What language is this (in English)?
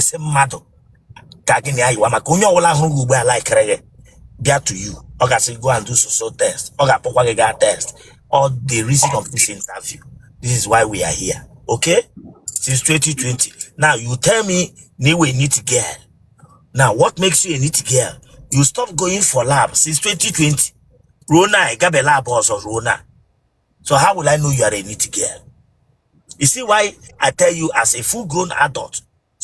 Igbo